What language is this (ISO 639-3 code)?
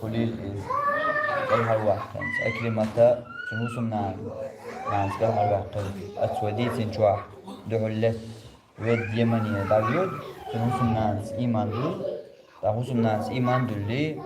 che